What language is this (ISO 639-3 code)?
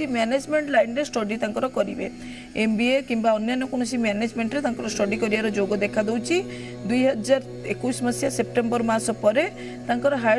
ori